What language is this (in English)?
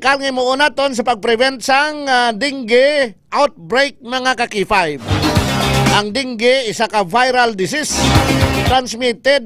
Hiligaynon